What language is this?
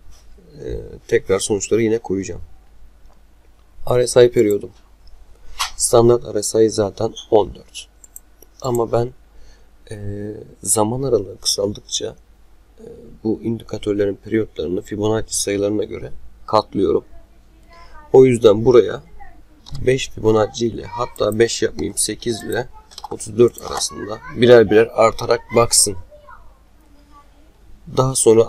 Turkish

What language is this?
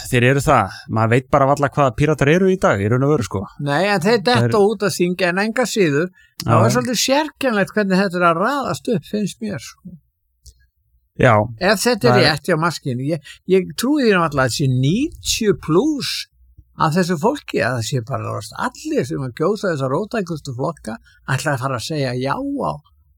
Icelandic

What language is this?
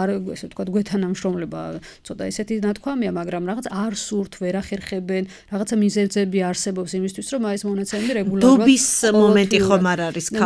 Georgian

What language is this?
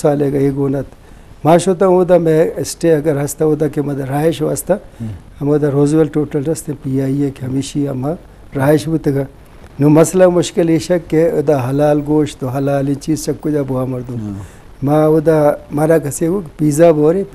Eastern Balochi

